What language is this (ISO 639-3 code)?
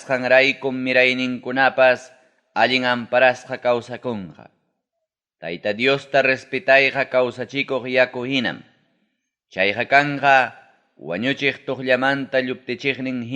quy